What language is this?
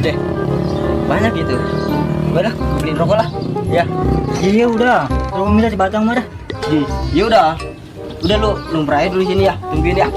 Betawi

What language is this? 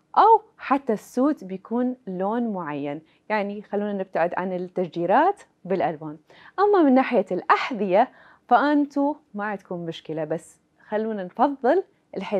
Mesopotamian Arabic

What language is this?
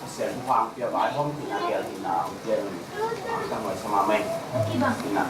Tedim Chin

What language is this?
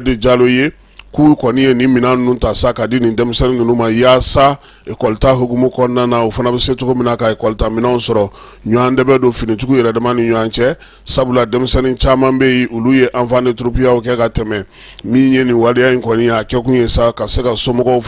Bambara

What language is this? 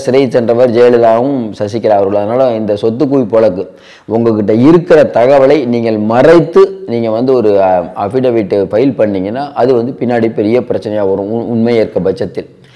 Tamil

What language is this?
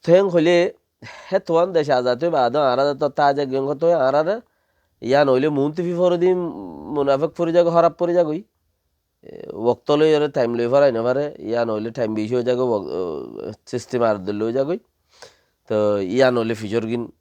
Rohingya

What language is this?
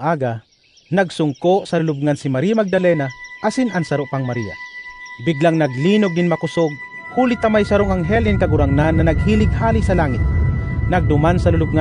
Bikol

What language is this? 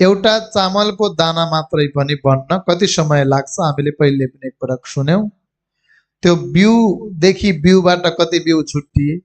Nepali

